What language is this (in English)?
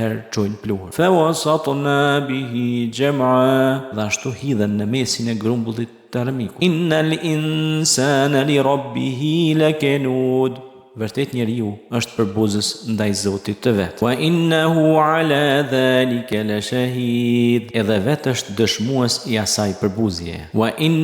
Albanian